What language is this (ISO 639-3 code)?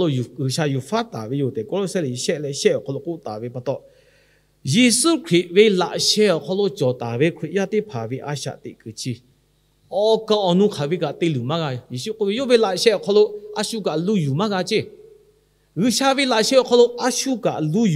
lhu